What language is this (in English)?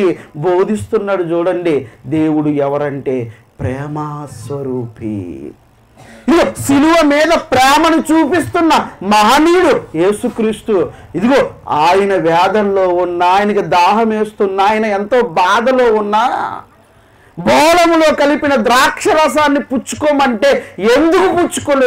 Telugu